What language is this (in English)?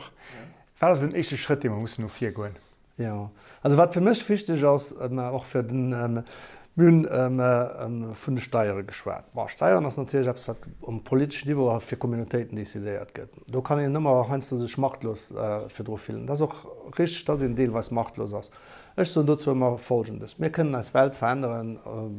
Luxembourgish